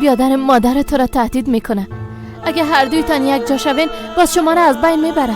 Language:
Persian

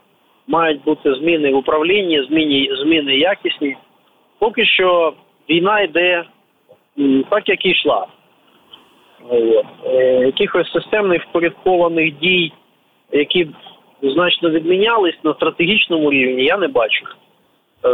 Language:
Ukrainian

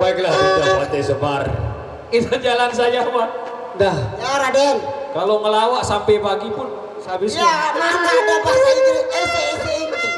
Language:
Sasak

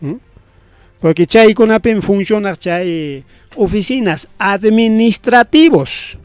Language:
Ayacucho Quechua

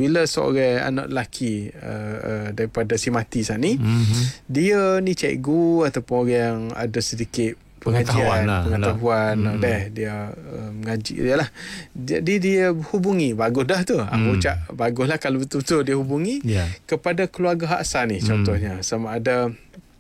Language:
Malay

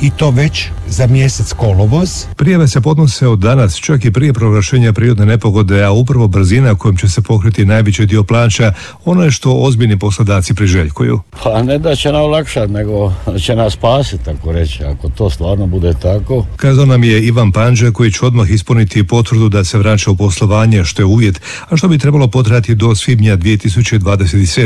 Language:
Croatian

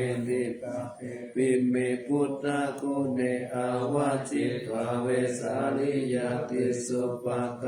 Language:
Pali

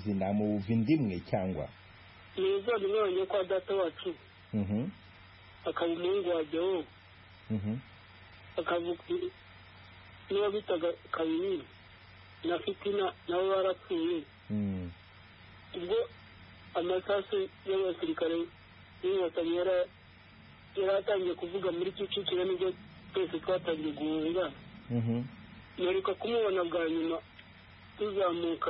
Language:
Kinyarwanda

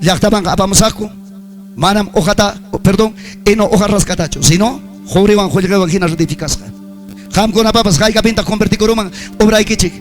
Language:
Ayacucho Quechua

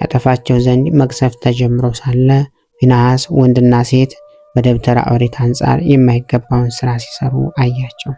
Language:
Amharic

